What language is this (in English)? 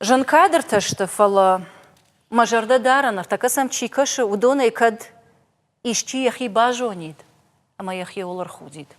Ossetic